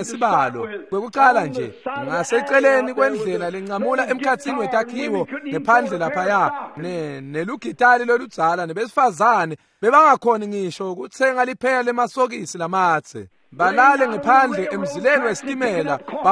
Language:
Swati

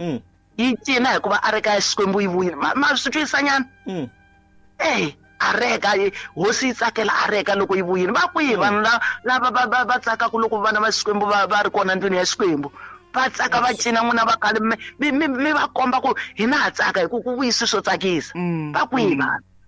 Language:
Tsonga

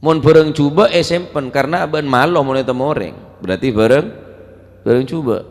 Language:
Madurese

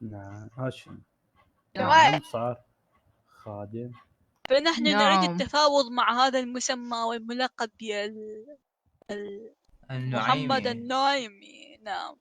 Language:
Mesopotamian Arabic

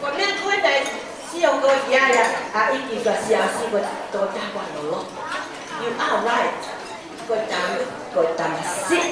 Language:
Tongan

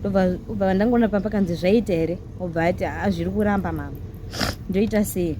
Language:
Shona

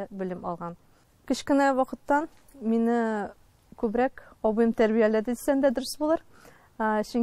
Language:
Tatar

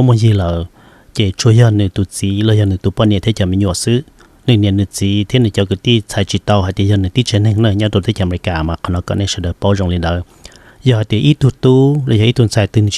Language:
Hmong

